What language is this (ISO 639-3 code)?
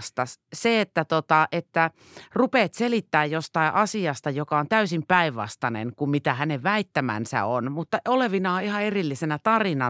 fin